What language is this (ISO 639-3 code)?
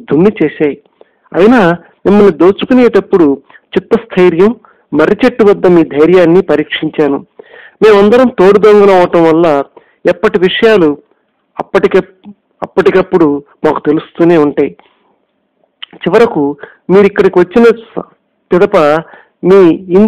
tel